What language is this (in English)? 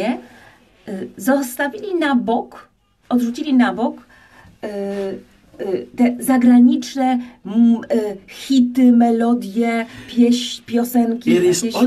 Polish